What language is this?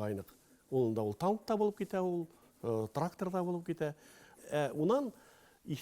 Bashkir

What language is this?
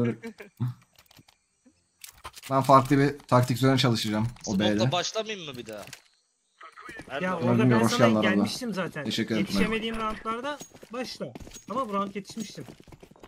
Turkish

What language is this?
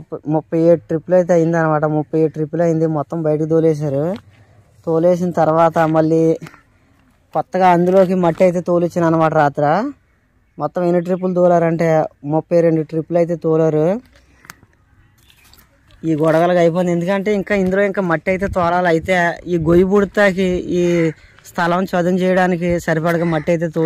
Telugu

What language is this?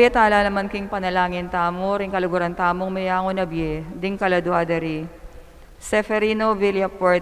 Pampanga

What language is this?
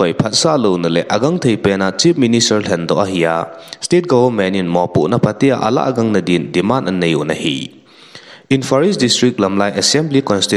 Thado Chin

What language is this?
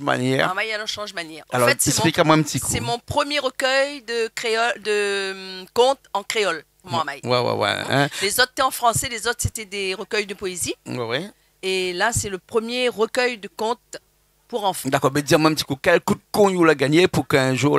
Réunion Creole French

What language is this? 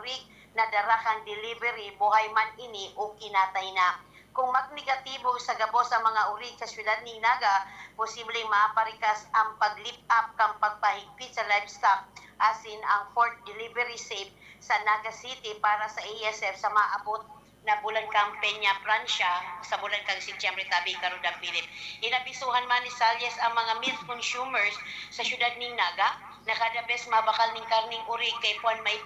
Bikol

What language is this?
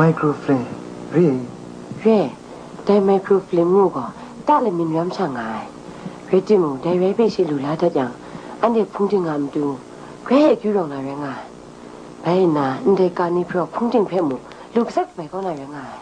Kachin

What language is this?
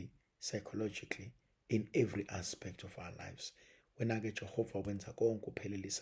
Zulu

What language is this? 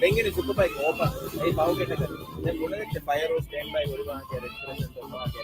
Divehi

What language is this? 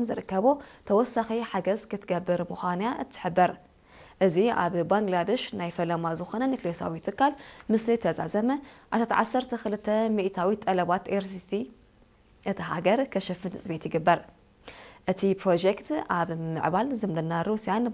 Tigrinya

